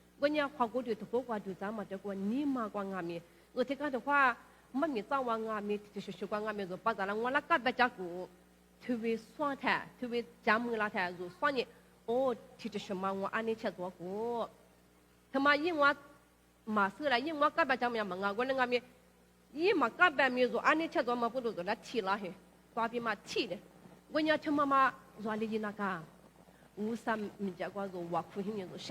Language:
Lisu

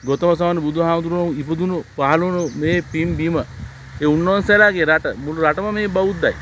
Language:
Sinhala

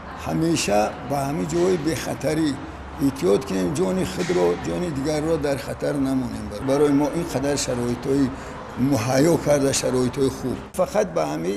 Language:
Tajik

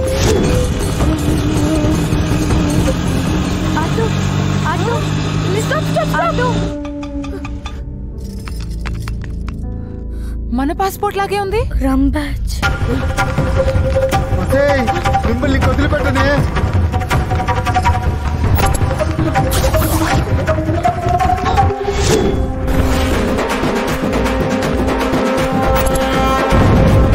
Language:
Telugu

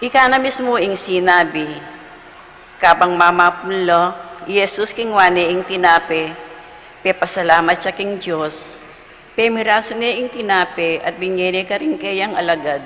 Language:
Pampanga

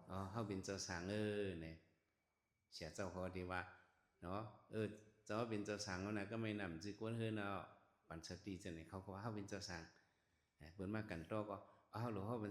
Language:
Shan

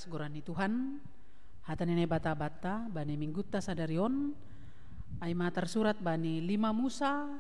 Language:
Batak Simalungun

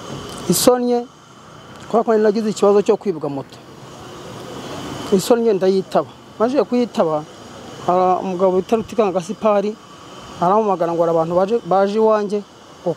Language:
Kinyarwanda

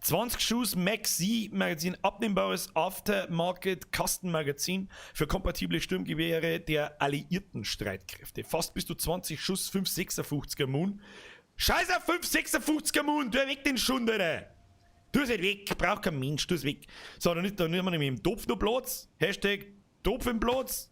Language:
Bavarian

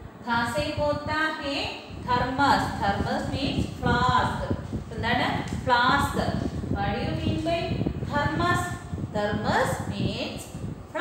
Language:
Malayalam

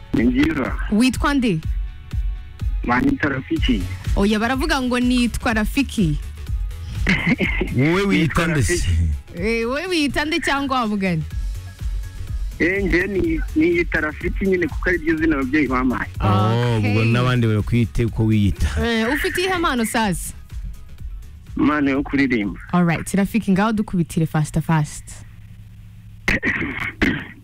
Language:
Kinyarwanda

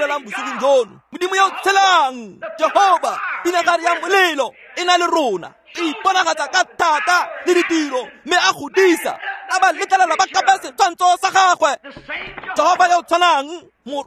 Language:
Tswana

